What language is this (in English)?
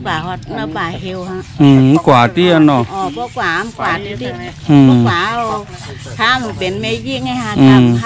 Shan